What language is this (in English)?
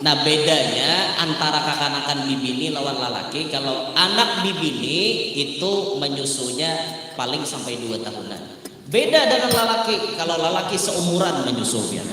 Banjar